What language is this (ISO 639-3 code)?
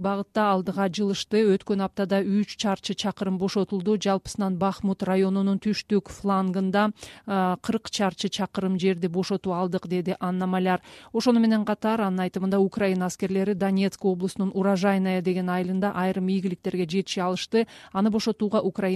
kir